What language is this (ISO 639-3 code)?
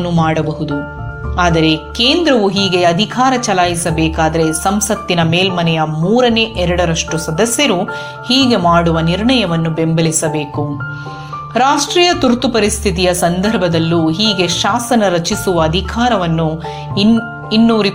kan